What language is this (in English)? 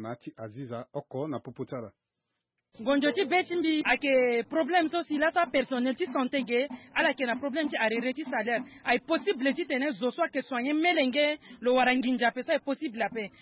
Sango